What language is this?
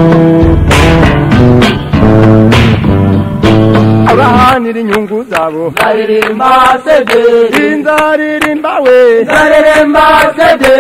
Kinyarwanda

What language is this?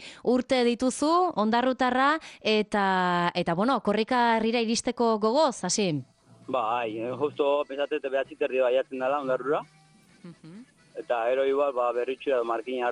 Basque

